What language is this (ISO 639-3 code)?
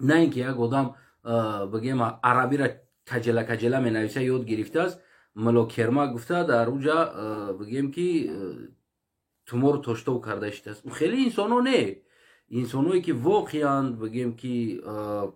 tgk